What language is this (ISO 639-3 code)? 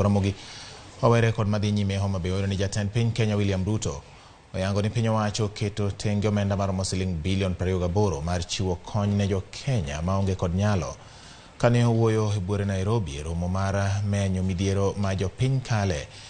luo